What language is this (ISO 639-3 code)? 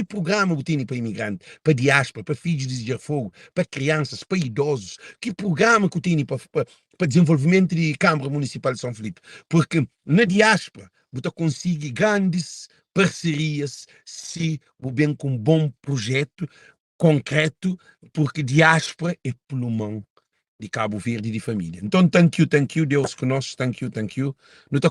kea